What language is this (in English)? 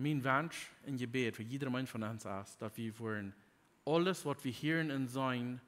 Plautdietsch